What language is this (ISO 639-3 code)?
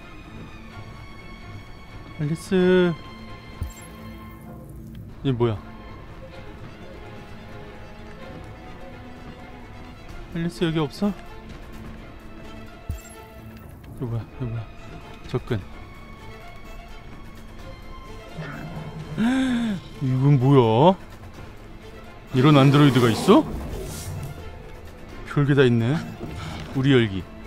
kor